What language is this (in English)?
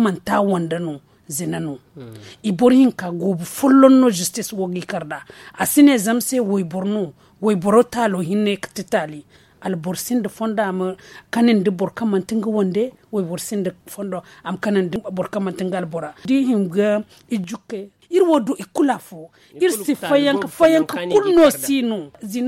Zarma